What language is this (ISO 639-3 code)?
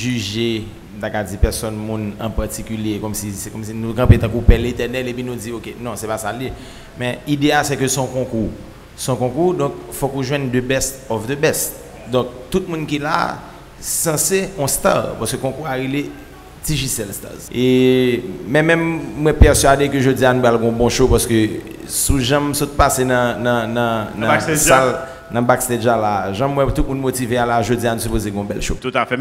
hat